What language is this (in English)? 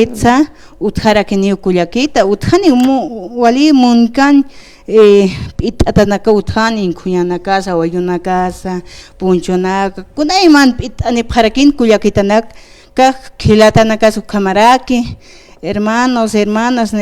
Aymara